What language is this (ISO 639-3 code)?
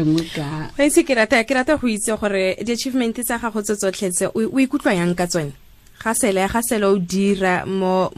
tsn